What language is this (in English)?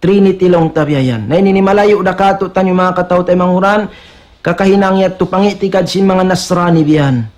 Tausug